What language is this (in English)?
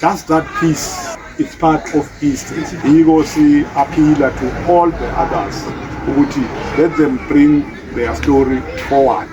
Zulu